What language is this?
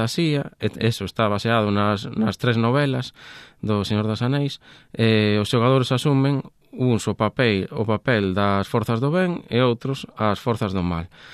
Galician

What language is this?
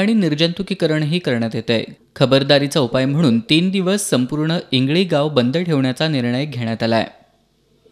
Marathi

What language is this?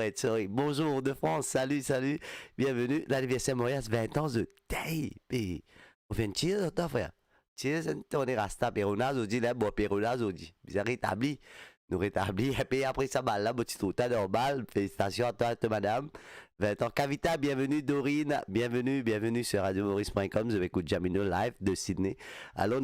Morisyen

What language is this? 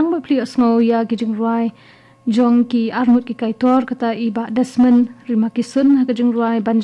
Khasi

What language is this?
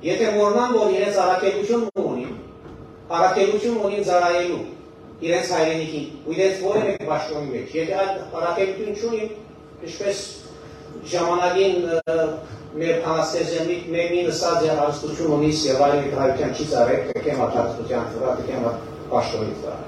Western Armenian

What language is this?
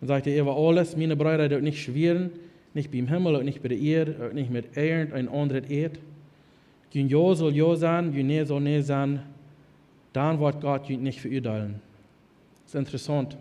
Plautdietsch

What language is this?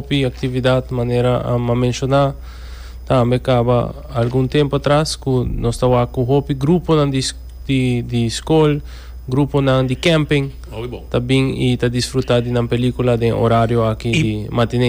Papiamento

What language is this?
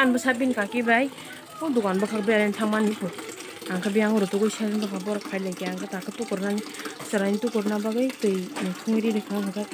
Kok Borok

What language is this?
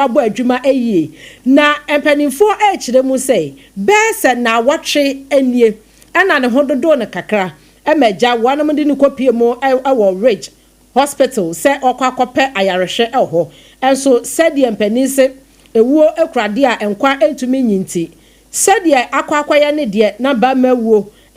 Akan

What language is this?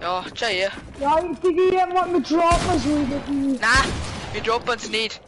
Bavarian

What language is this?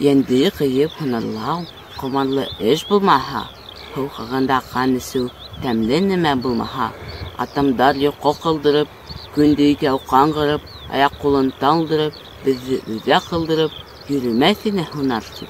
Bashkir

